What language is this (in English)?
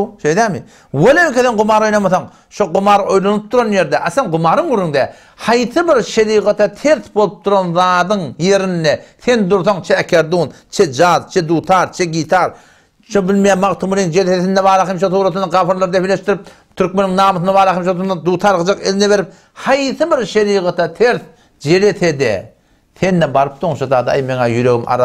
Turkmen